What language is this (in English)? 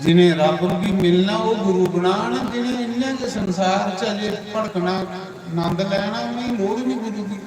Dogri